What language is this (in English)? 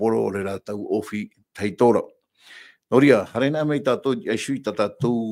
Tahitian